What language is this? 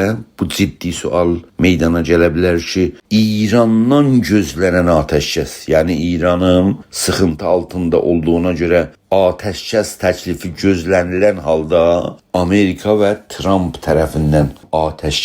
South Azerbaijani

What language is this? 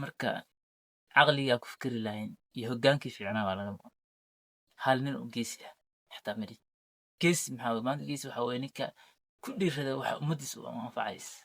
Somali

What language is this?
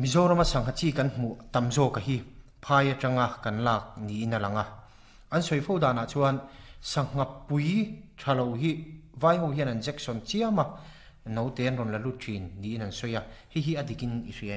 Mizo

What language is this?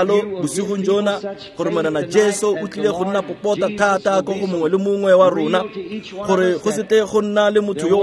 Tswana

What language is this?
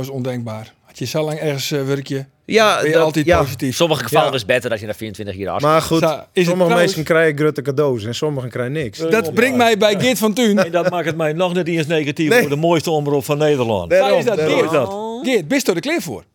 Western Frisian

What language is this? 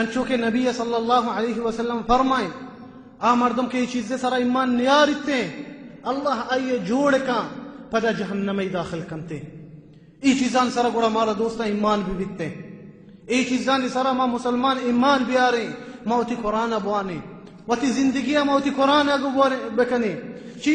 Baluchi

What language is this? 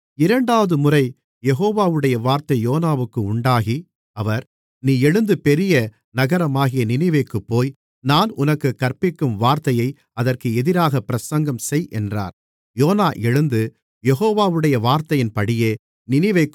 Tamil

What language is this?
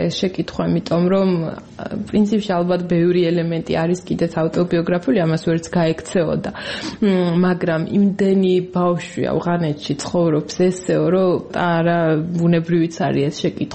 Georgian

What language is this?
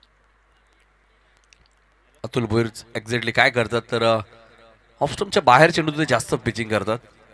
Marathi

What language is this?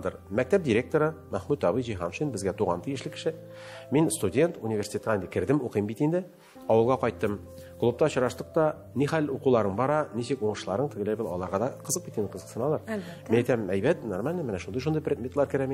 Tatar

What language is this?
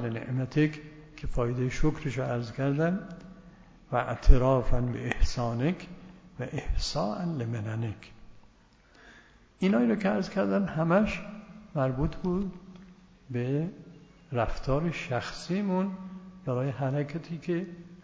Persian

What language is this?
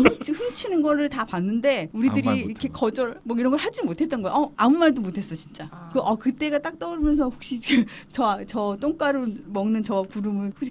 Korean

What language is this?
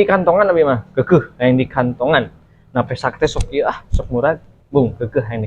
Sundanese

